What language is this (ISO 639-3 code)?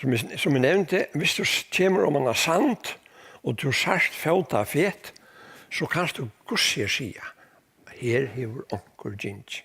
fao